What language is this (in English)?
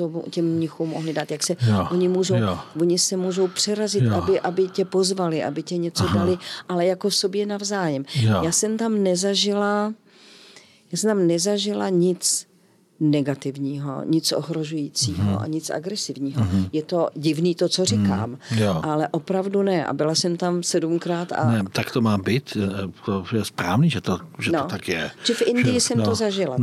Czech